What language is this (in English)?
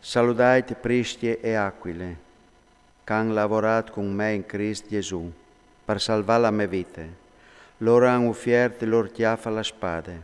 Friulian